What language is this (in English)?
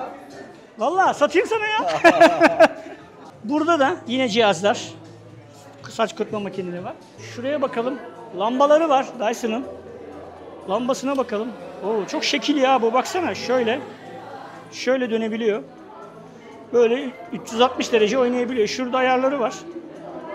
Turkish